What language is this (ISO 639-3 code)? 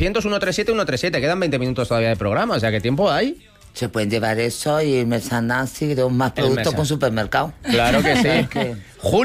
spa